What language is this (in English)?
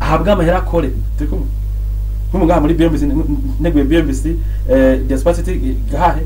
Rundi